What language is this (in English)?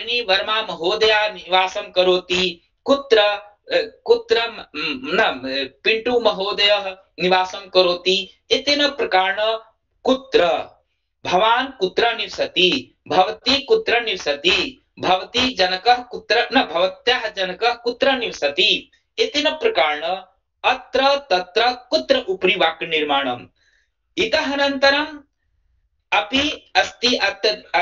Sanskrit